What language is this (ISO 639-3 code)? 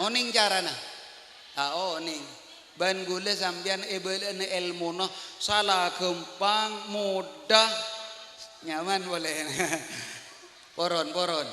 mad